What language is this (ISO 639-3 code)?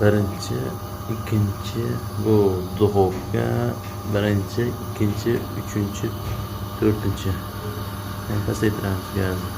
uzb